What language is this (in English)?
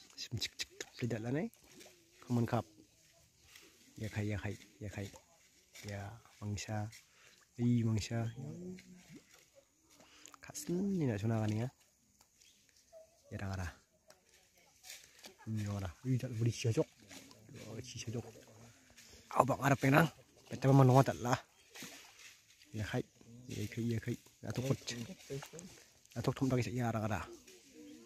Garo